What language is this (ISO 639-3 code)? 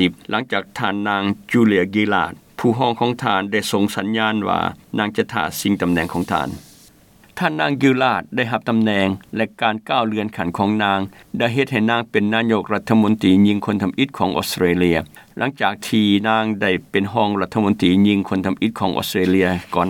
lao